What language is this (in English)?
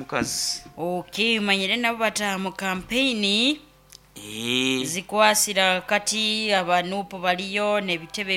Nyoro